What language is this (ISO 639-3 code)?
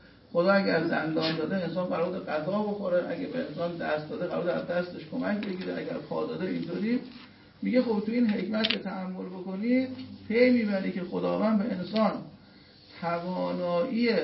fas